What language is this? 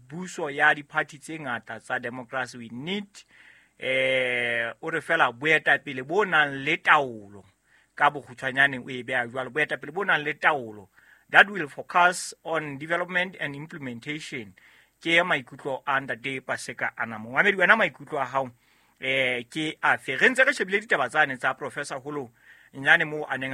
Southern Sotho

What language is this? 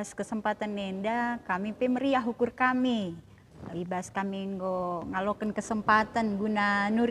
Batak Karo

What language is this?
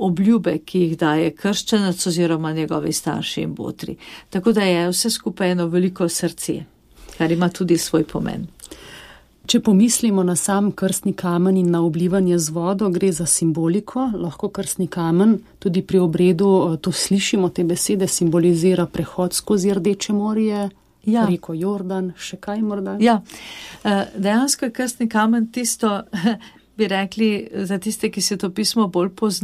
Slovenian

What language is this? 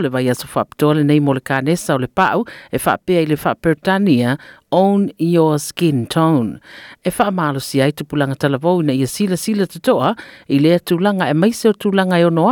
Samoan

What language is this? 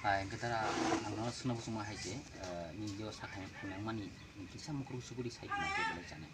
Kok Borok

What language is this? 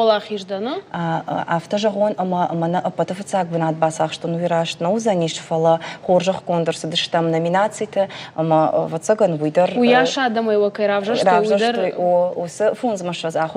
Ossetic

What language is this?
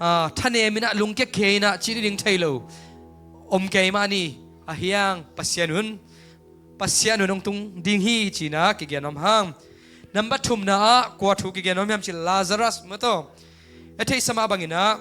Tedim Chin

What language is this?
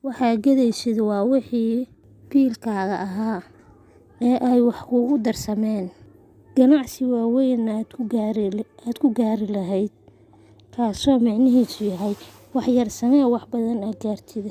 Somali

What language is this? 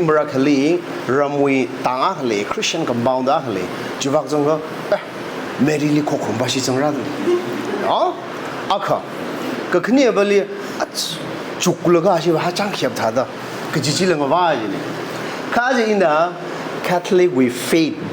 Tangkhul Naga (India)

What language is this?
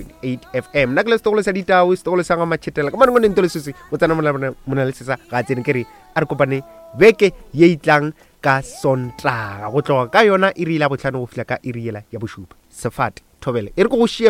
Northern Sotho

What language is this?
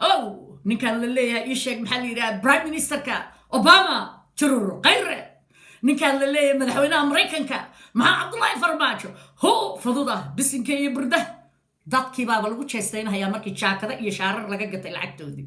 Somali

